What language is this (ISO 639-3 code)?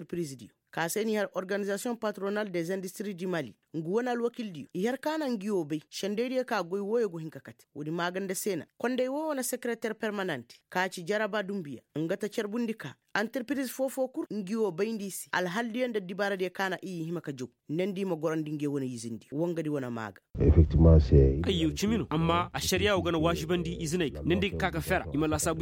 ses